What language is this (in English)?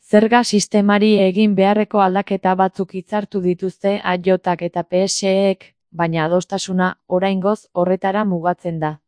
Basque